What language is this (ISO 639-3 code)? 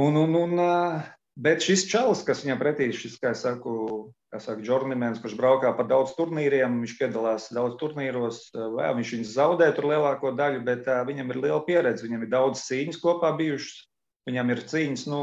lav